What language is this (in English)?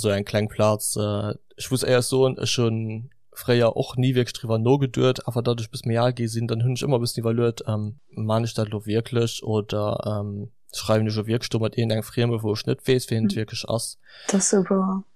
Luxembourgish